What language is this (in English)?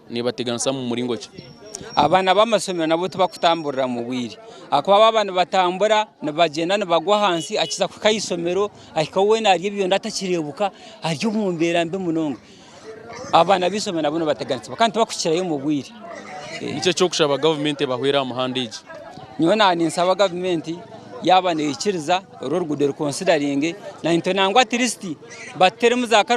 Nyankole